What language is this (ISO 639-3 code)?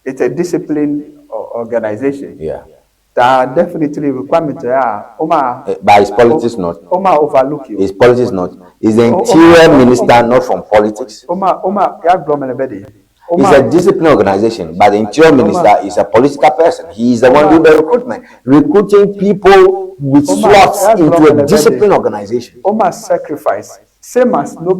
ewe